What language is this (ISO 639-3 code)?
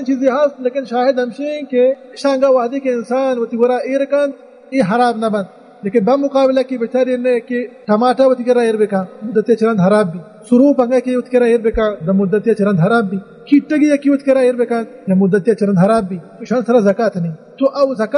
bal